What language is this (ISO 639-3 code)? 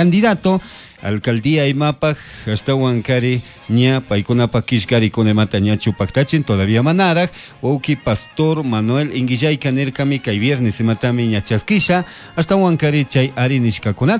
qug